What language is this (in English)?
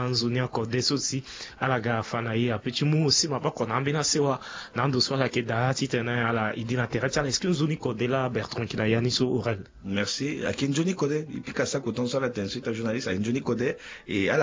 Sango